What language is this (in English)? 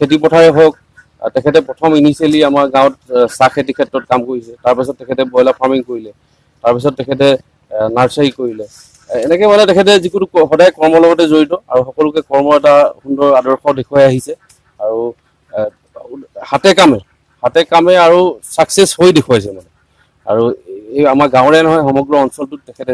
Assamese